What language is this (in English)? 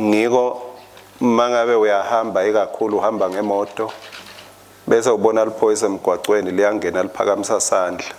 Swati